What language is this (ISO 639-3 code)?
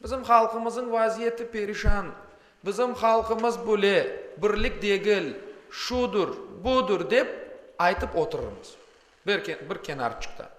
crh